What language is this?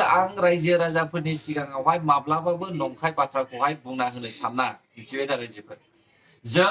Bodo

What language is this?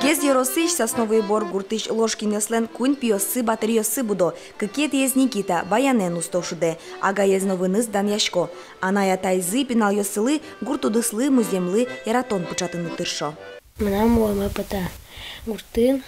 Udmurt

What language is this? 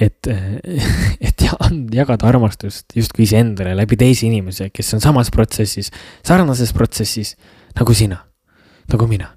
Estonian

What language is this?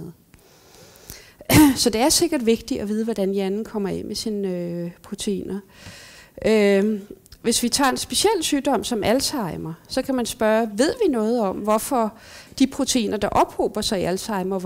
Danish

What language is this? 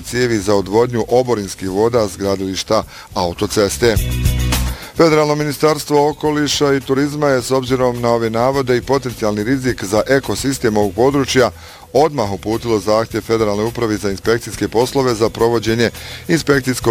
Bosnian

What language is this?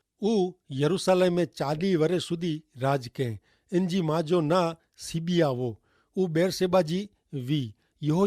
Kachhi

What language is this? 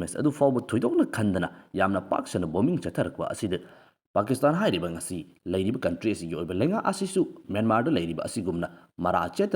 Manipuri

